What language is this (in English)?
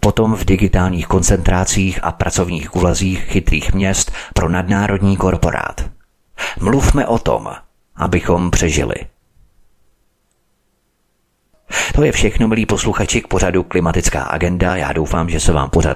Czech